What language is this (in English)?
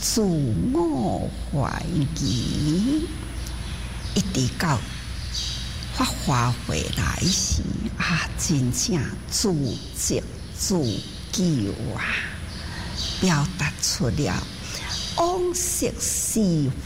Chinese